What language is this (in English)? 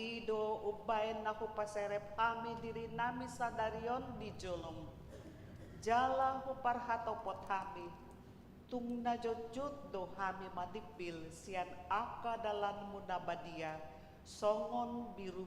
Batak Toba